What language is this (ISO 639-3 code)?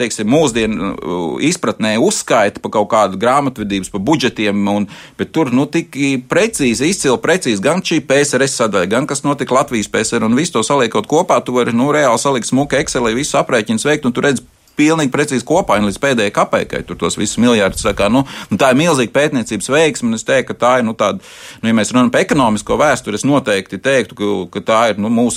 lav